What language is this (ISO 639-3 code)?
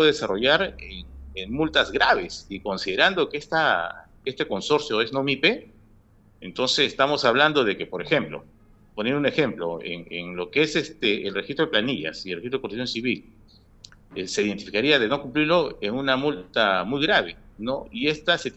spa